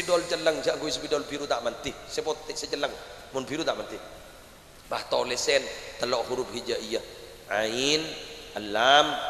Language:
Madurese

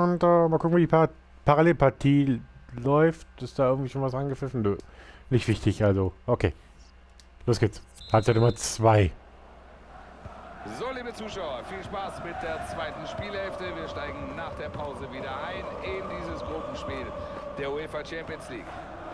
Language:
German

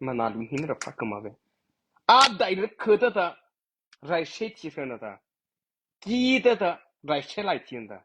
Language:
Mara Chin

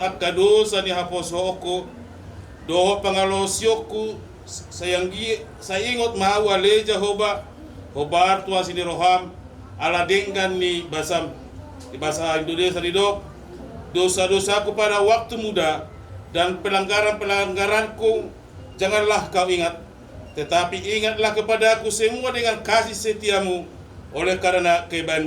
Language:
Batak Toba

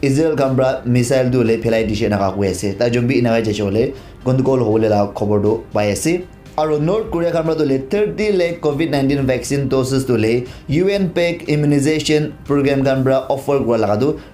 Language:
Naga Pidgin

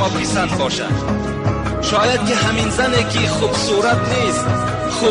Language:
Tajik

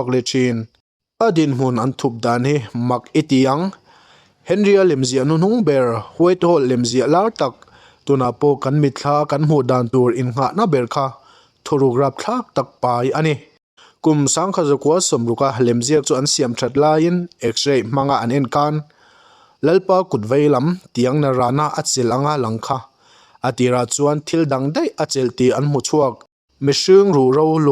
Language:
Mizo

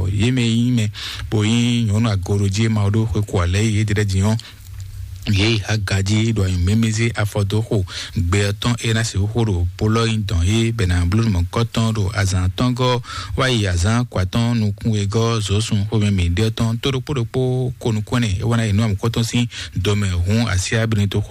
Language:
Fon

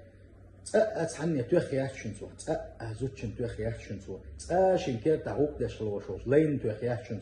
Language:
Chechen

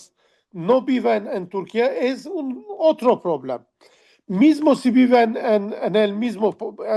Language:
Ladino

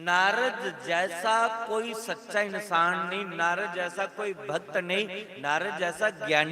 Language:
Dogri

